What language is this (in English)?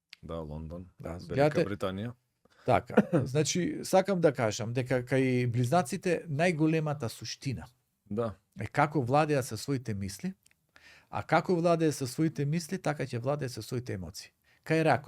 Macedonian